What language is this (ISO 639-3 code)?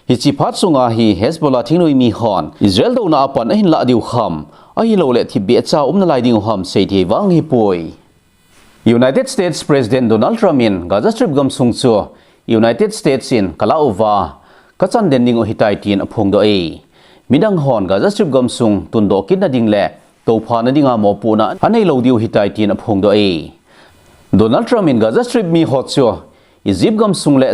tcz